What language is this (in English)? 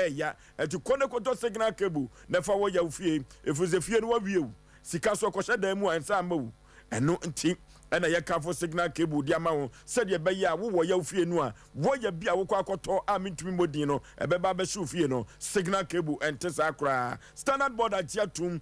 Akan